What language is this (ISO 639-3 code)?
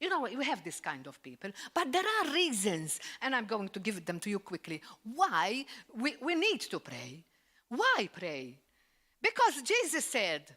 eng